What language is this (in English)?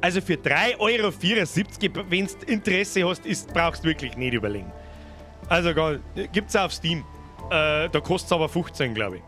Bavarian